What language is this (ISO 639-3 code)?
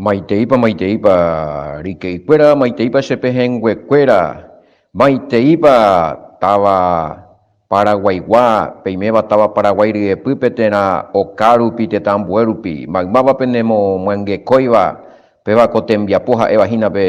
grn